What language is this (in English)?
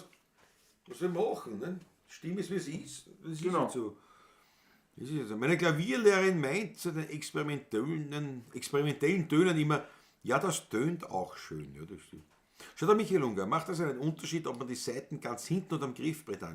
Bavarian